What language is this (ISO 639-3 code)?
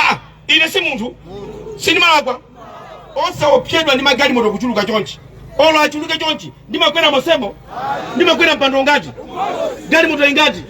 nya